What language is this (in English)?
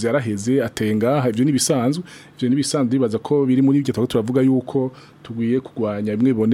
Rundi